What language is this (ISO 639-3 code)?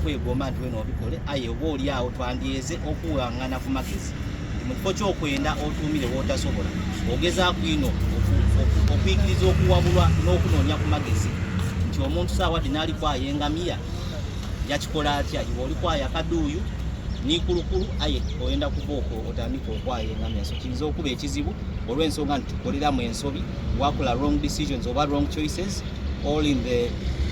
xog